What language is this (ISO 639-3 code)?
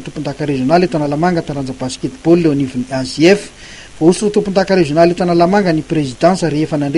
mlg